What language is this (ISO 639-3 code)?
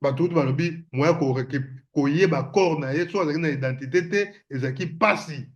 lin